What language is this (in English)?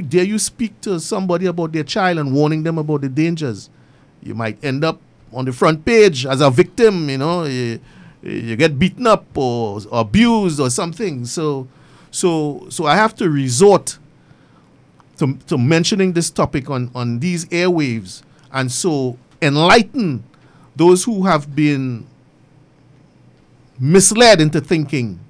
English